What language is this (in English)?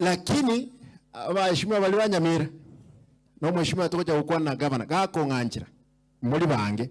Gusii